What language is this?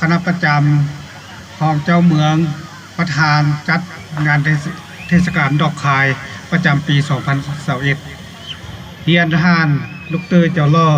Lao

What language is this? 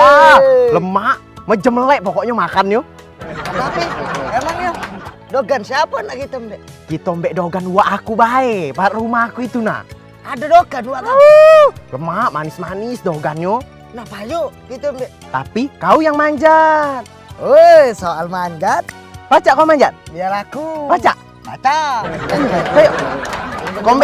Musi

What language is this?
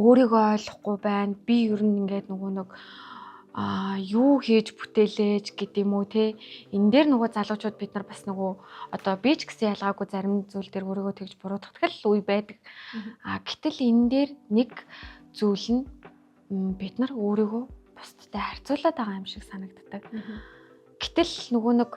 Mongolian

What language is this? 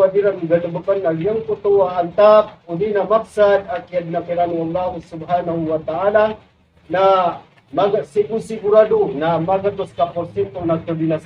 Maranao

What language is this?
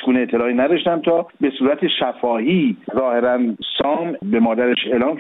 Persian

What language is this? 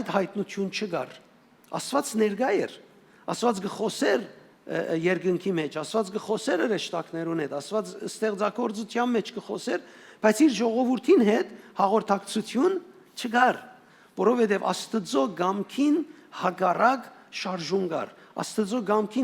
Western Armenian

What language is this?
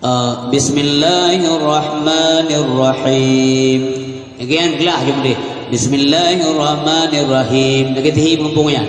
Achinese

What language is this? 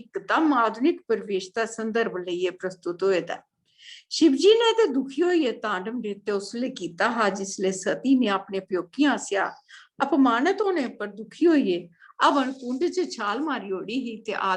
Dogri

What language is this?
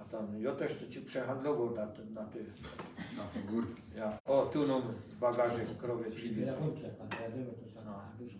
Silesian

